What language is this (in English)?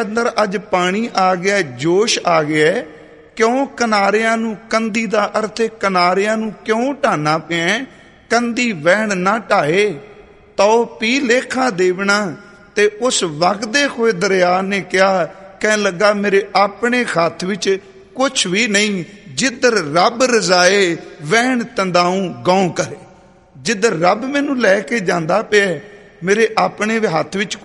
Punjabi